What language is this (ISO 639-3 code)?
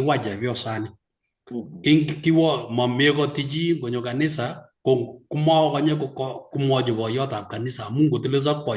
kln